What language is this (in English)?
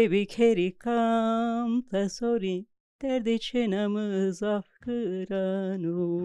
Zaza